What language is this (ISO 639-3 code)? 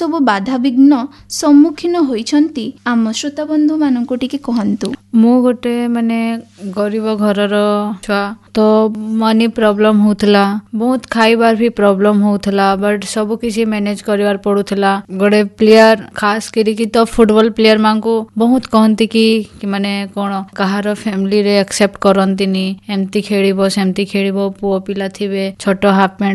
ori